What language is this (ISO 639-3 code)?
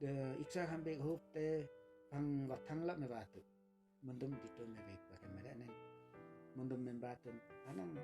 lif